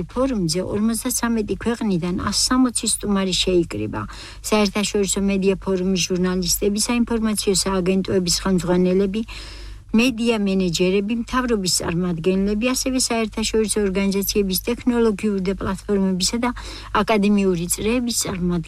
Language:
Georgian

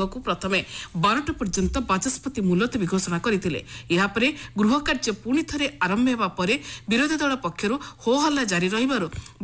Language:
Odia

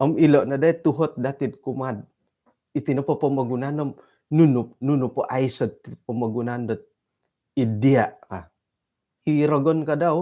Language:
Central Dusun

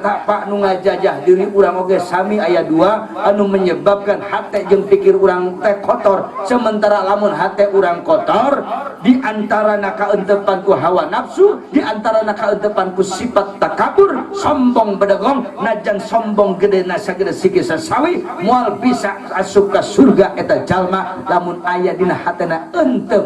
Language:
Sundanese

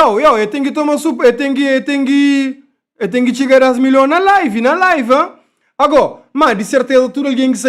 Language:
Kabuverdianu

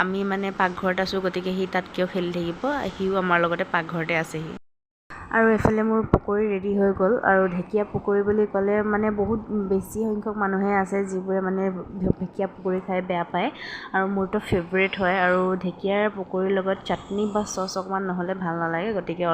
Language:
Assamese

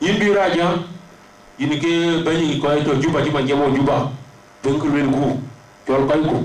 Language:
Dinka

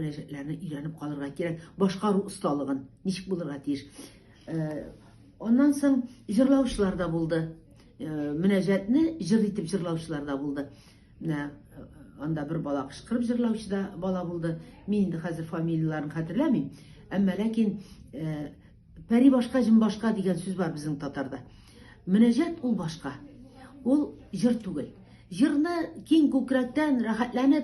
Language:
Tatar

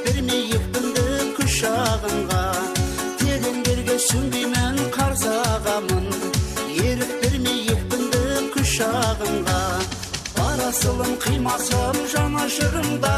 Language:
Kara-Kalpak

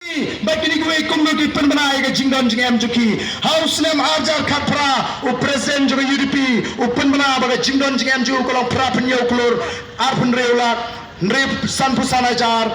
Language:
Khasi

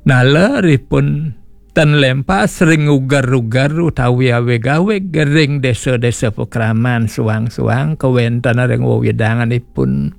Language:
Balinese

